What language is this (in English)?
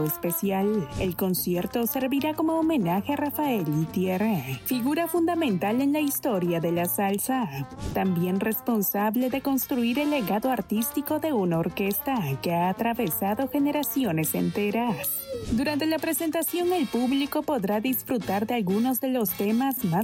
Spanish